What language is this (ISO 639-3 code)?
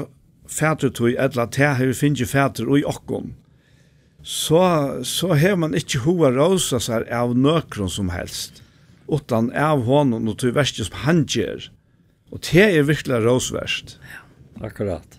fao